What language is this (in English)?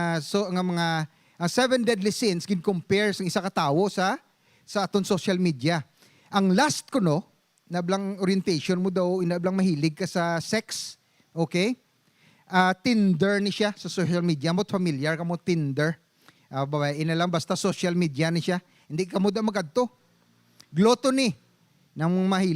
Hiligaynon